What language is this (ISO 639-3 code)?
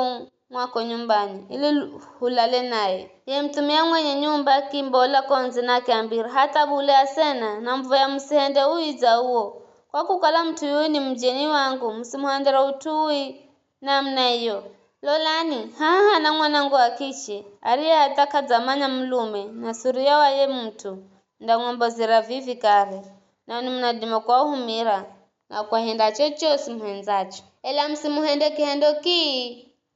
nyf